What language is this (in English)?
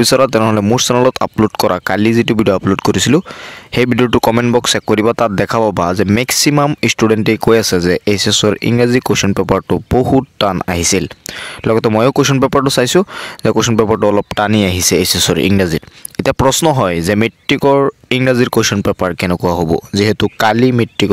Assamese